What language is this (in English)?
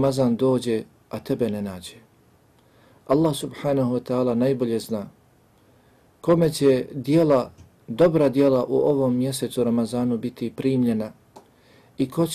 Bosnian